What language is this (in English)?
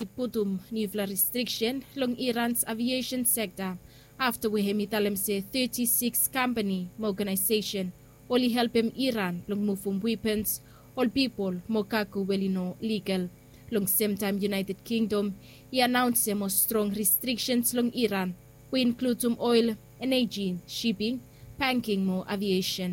Bislama